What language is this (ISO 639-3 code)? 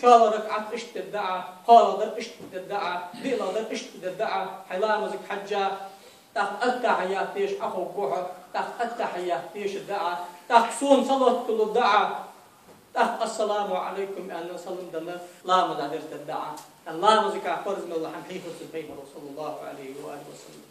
inh